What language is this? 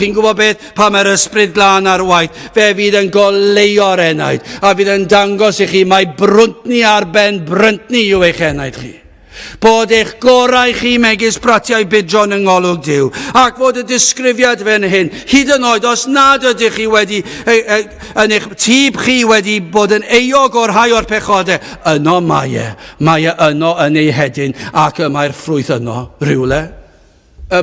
Welsh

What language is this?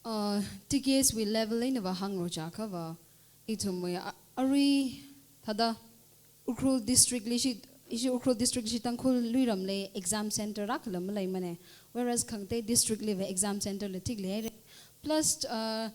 Tangkhul Naga (India)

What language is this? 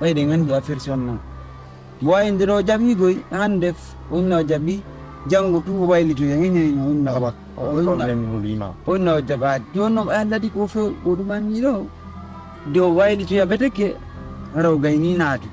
Fula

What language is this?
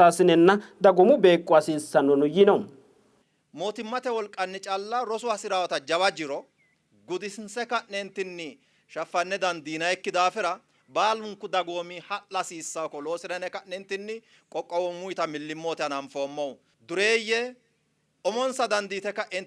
Sidamo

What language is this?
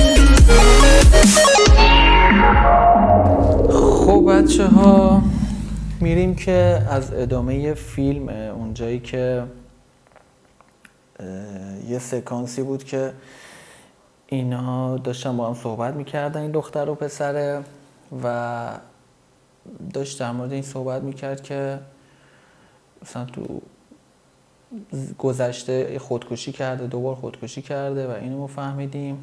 Persian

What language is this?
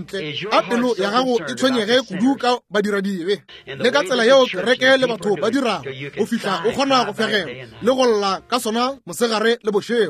Northern Sotho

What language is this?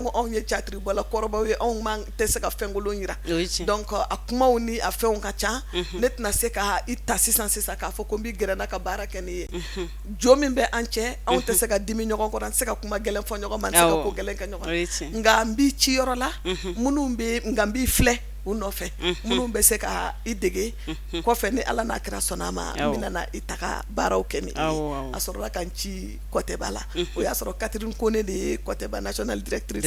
Bambara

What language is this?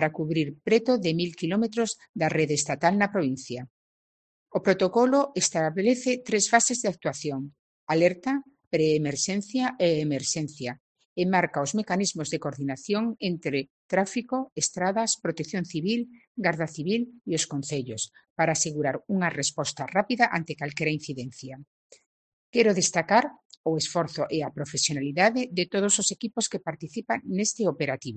Galician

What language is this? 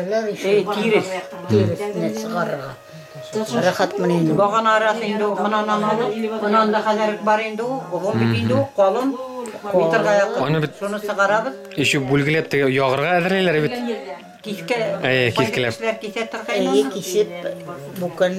Bashkir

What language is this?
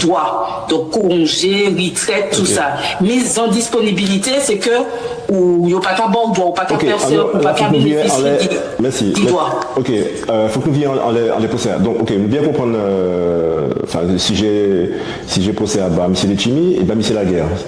Guadeloupean Creole French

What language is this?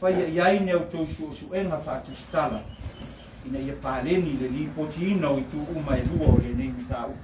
Samoan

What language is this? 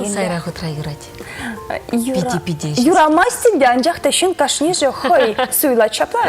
Chuvash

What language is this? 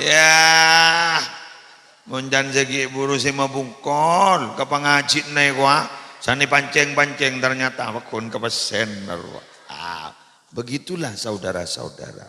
Madurese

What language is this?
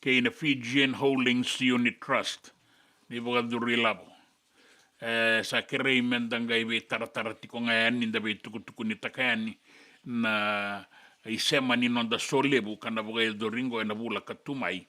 Fijian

